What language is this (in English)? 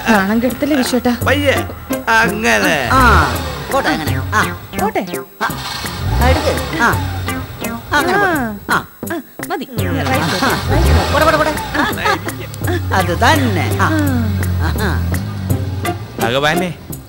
Malayalam